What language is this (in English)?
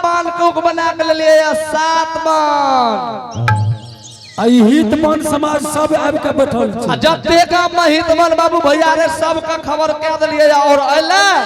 Angika